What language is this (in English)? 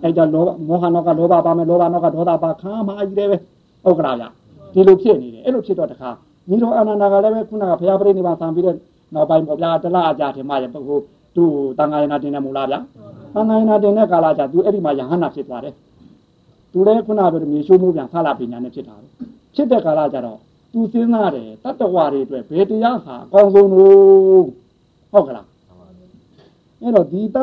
Burmese